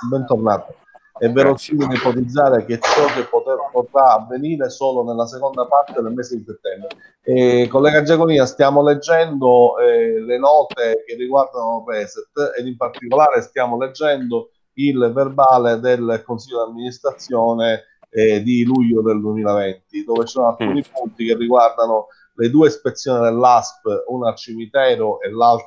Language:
Italian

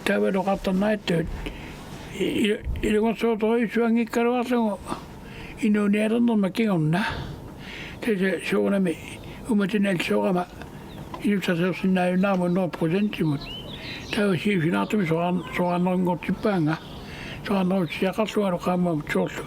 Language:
Kalaallisut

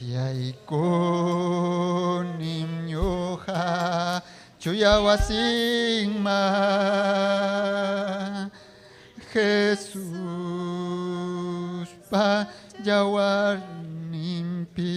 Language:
Ayacucho Quechua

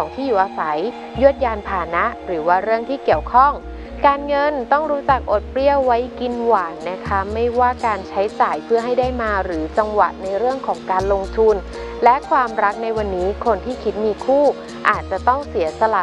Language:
Thai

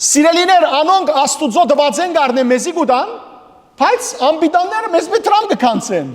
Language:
Western Armenian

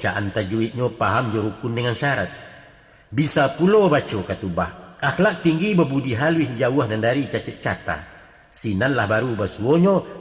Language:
Minangkabau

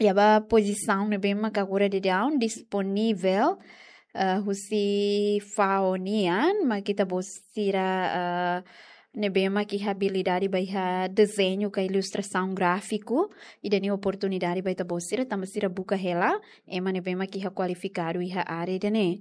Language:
Tetum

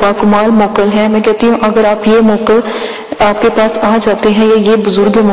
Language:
Urdu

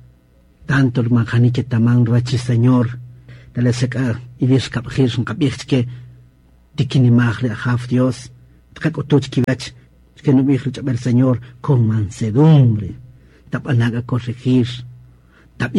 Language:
Kaqchikel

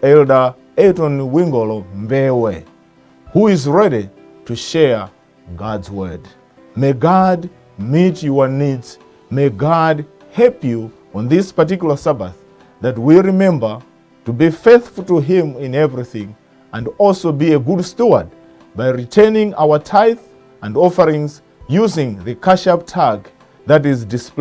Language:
English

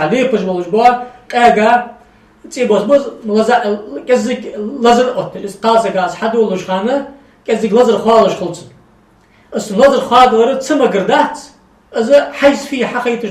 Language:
Ingush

